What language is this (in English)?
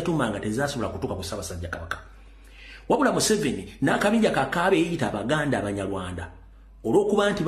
Ganda